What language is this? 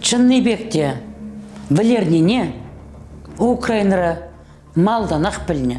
Chuvash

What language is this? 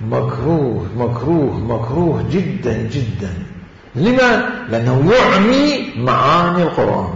Mesopotamian Arabic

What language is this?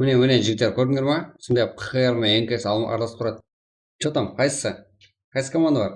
Kara-Kalpak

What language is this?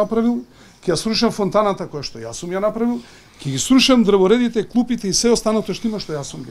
Macedonian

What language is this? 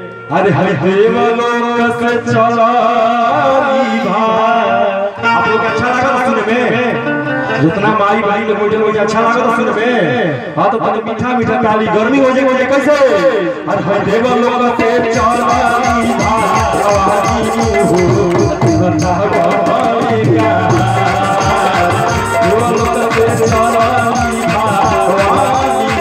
Bhojpuri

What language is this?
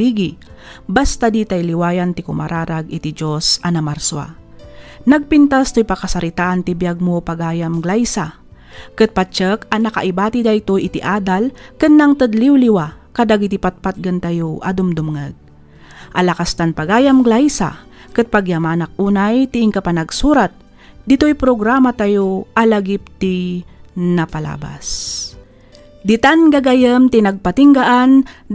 Iloko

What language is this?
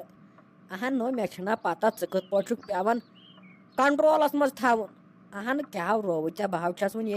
Kashmiri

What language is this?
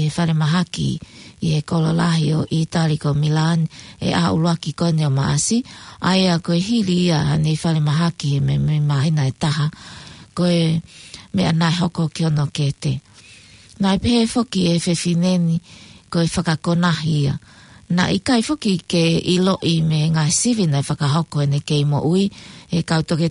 Tongan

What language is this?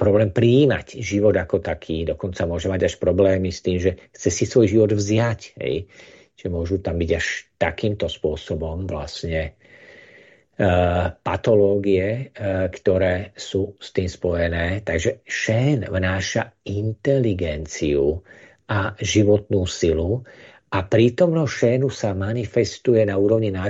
Slovak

